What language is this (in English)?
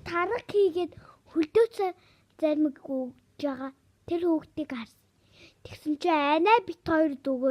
Mongolian